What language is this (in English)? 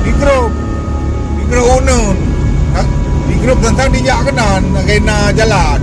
Achinese